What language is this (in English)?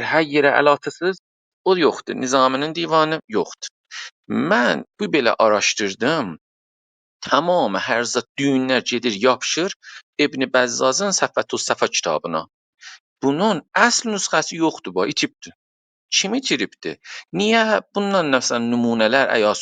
South Azerbaijani